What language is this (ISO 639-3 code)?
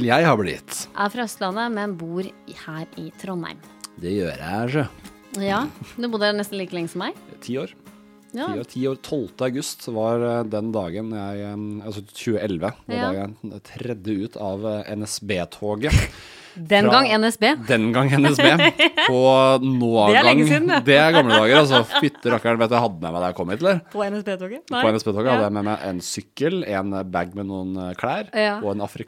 nor